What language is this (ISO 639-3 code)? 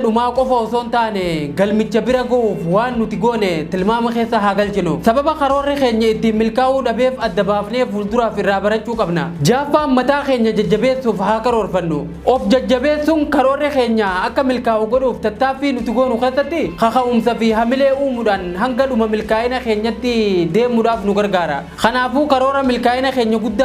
orm